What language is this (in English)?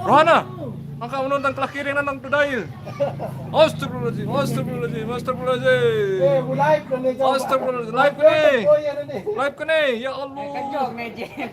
Sasak